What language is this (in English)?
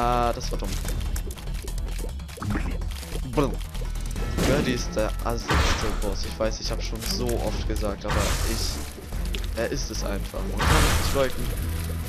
German